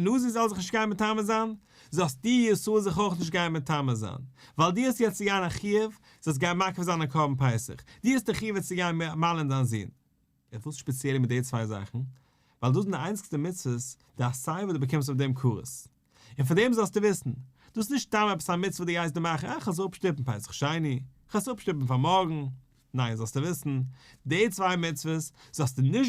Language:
Yiddish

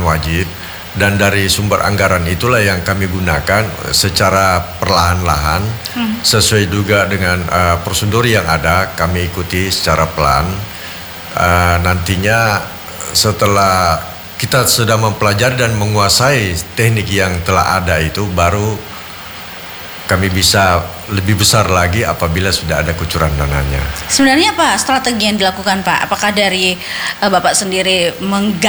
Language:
Indonesian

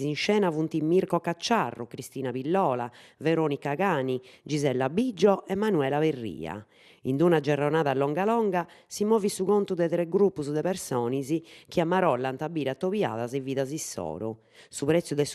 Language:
Sardinian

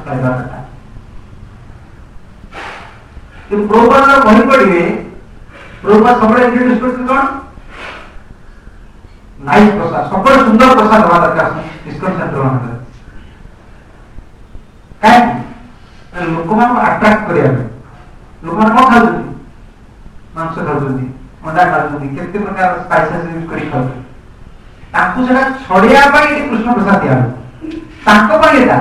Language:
Odia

